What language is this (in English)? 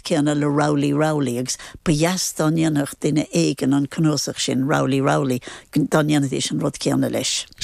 Irish